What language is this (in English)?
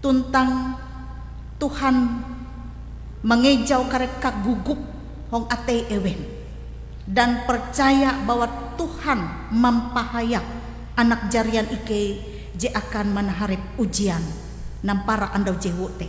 Ngaju